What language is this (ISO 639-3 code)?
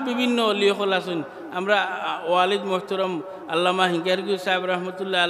syl